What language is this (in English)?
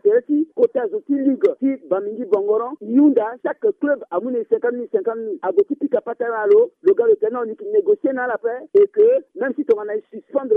Sango